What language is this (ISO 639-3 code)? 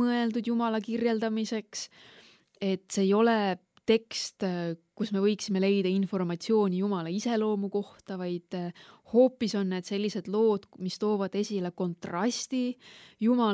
est